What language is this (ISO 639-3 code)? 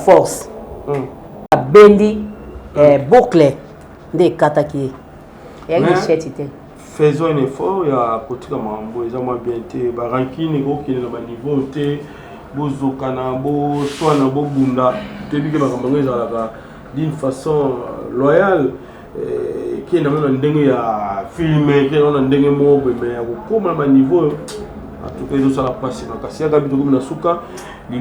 lin